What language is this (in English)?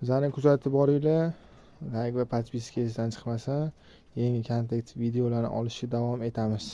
Uzbek